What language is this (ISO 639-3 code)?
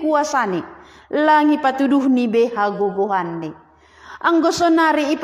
bts